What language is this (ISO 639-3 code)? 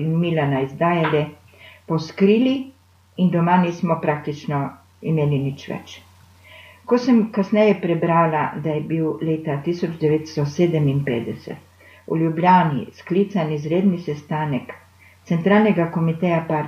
slv